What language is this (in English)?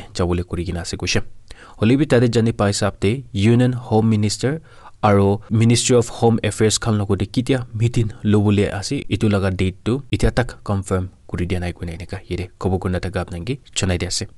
Naga Pidgin